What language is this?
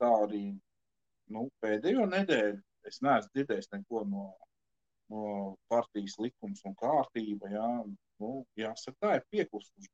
Latvian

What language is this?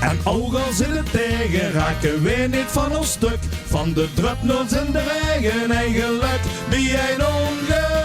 Limburgish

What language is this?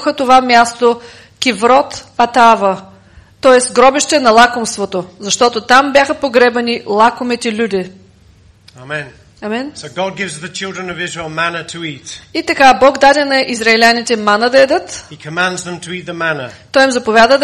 Bulgarian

